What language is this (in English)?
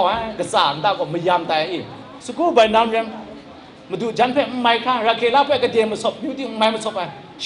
Kachin